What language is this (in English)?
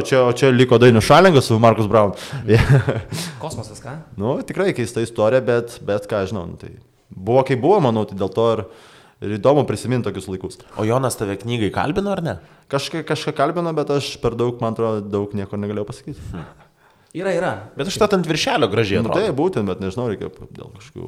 Lithuanian